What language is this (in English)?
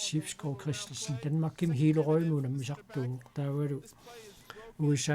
Kalaallisut